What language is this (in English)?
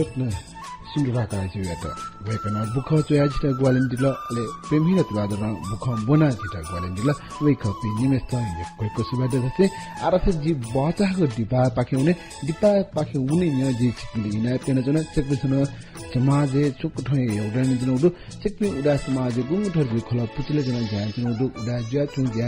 Newari